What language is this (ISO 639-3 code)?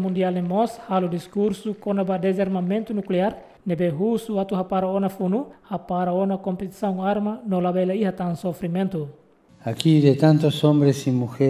tet